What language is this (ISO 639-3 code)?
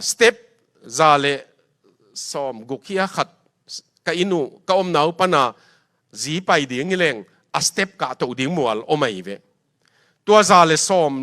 ctd